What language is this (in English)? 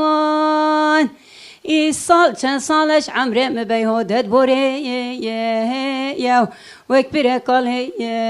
Kurdish